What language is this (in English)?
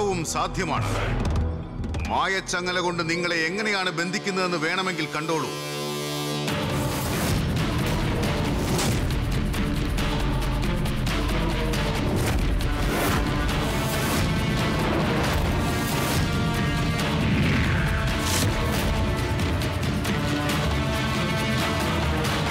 Malayalam